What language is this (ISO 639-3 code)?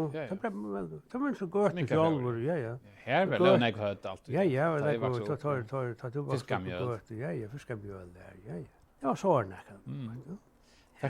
fao